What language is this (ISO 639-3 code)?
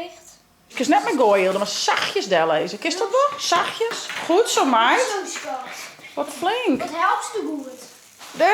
fry